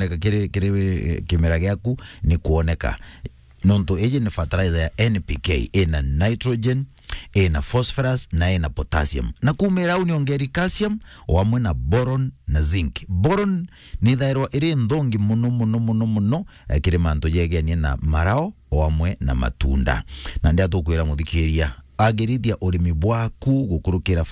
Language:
Meru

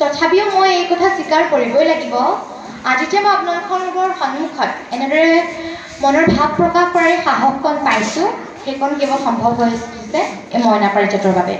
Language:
Assamese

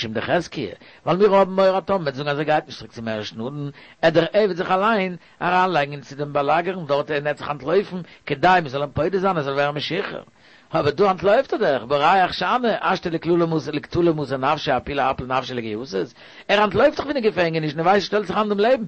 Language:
Yiddish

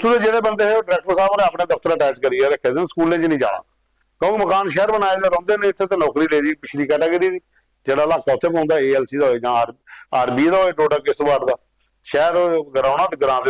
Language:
Dogri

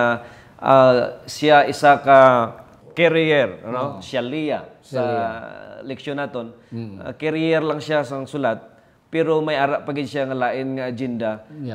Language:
Hiligaynon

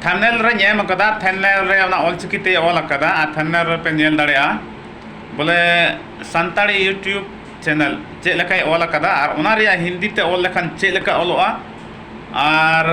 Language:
Santali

